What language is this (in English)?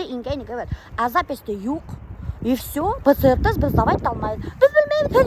Bashkir